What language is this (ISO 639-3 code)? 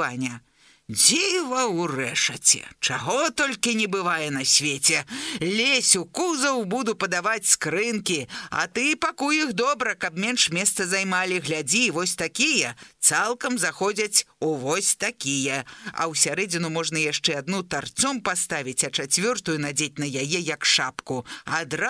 bel